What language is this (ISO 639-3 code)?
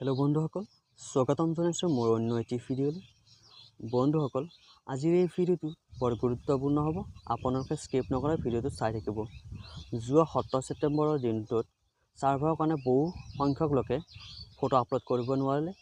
asm